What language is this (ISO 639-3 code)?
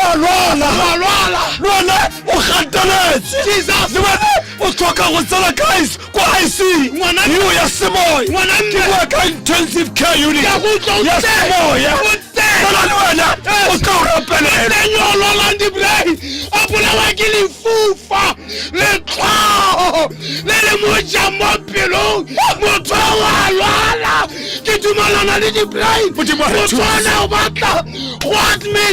tsn